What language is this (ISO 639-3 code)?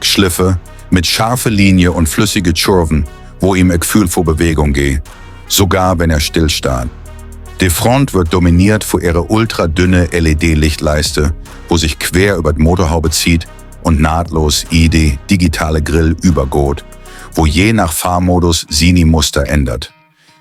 gsw